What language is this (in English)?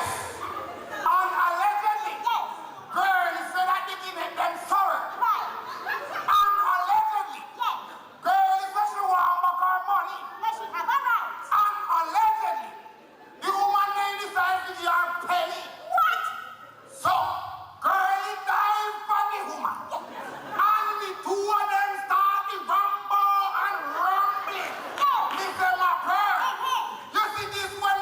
Jamaican Creole English